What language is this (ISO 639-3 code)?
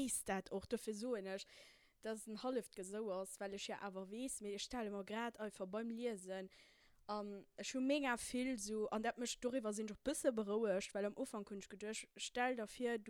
ltz